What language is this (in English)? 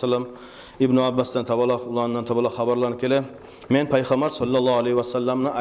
Kumyk